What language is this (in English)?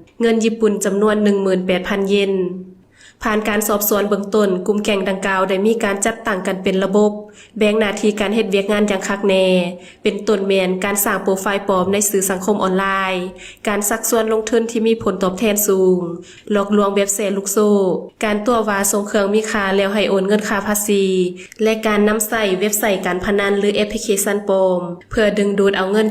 Lao